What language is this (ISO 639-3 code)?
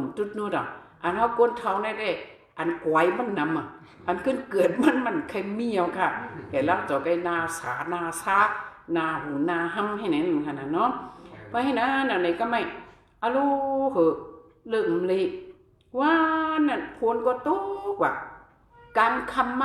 shn